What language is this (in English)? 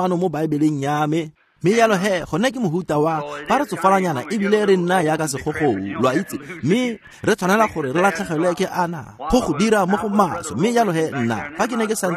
Tswana